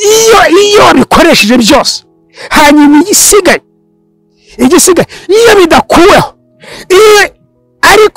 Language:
Kinyarwanda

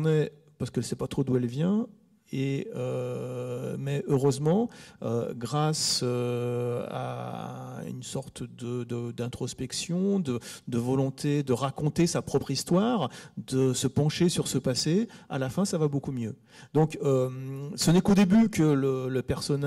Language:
French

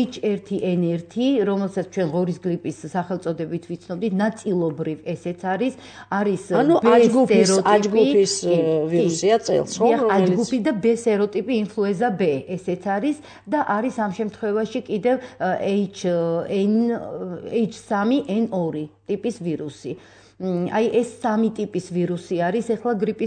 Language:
Georgian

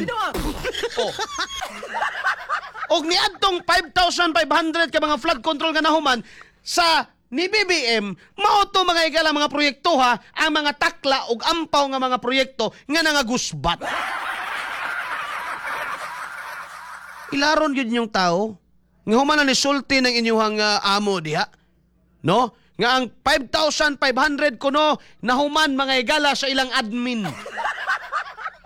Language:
Cebuano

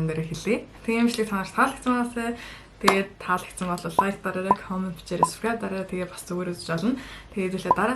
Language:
Mongolian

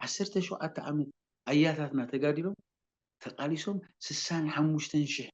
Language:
Tigrinya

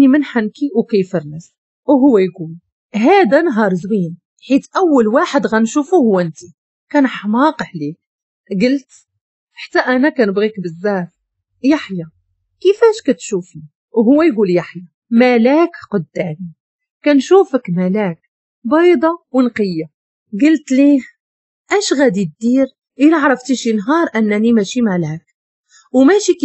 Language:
Moroccan Arabic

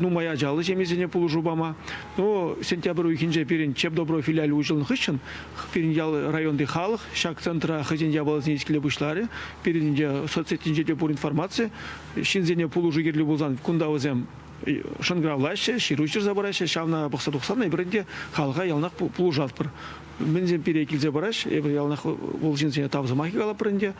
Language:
Chuvash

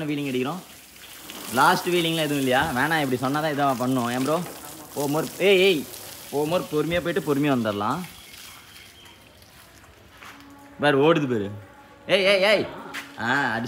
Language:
Tamil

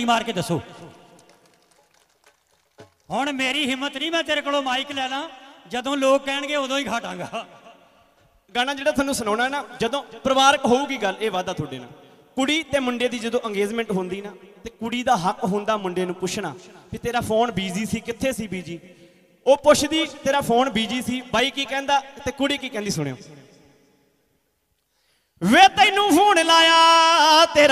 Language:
Punjabi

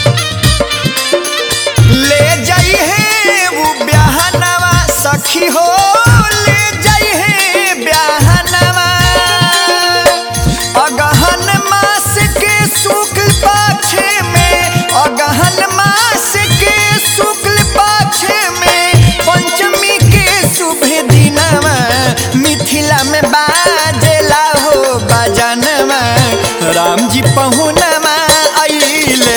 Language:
Bhojpuri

